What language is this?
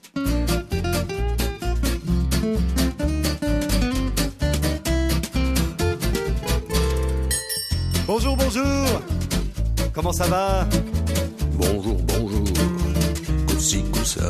Romanian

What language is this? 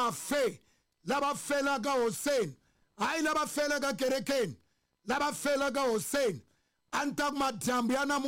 Tsonga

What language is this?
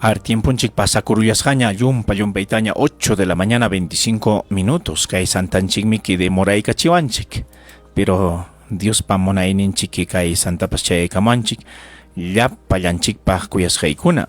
Ayacucho Quechua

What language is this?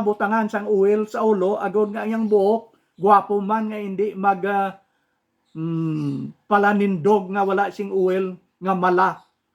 Hiligaynon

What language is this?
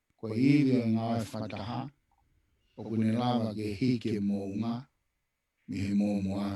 Tongan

